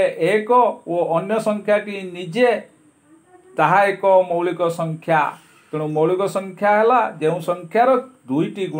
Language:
Odia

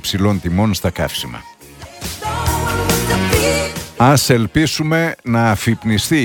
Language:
Greek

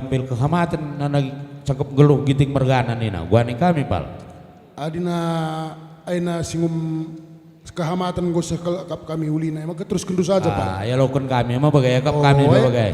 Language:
Batak Karo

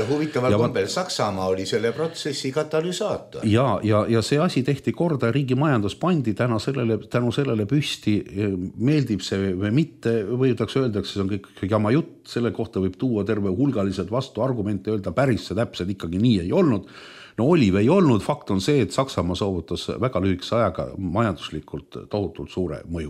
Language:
Estonian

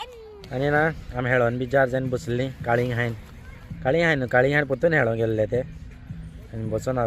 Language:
Konkani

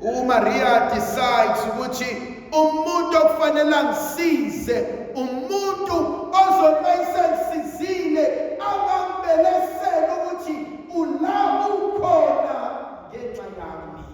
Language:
Zulu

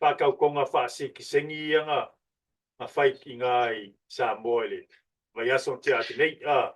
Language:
Samoan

